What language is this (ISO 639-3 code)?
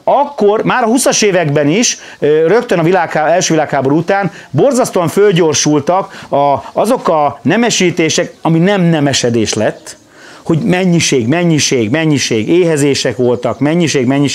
hun